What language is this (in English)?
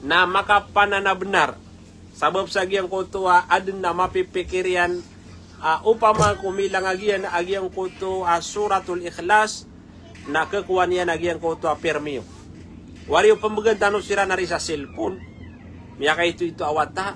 Maranao